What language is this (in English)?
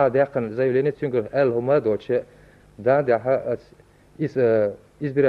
Chechen